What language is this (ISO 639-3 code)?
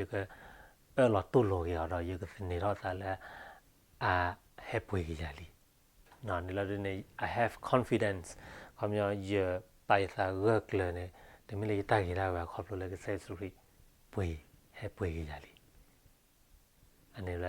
ksw